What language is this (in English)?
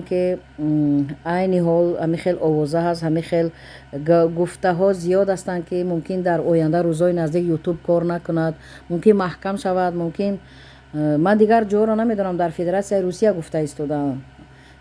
Tajik